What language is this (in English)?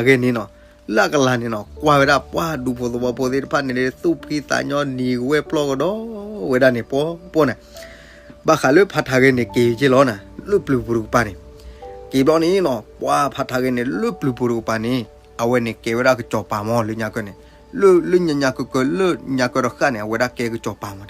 S'gaw Karen